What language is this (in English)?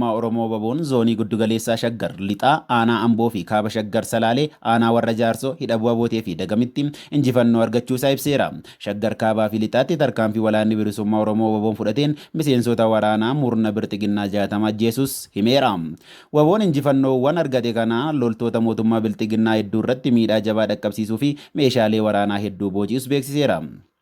Oromo